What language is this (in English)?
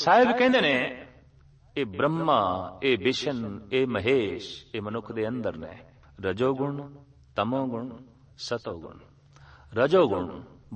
Punjabi